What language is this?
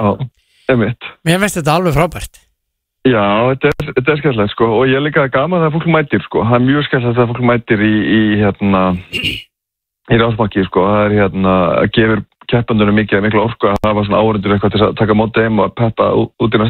Icelandic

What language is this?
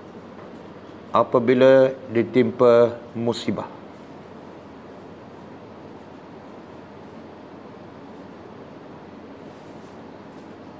Malay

